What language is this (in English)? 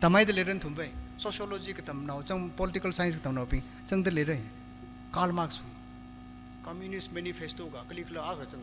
Tangkhul Naga (India)